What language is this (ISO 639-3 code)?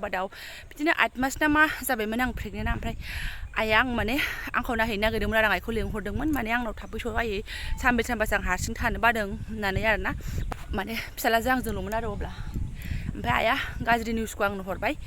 brx